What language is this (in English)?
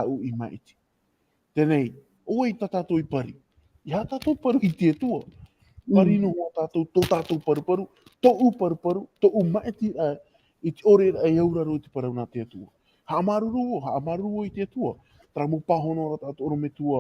Tahitian